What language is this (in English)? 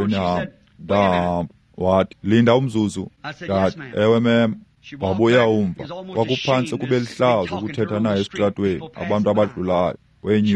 Xhosa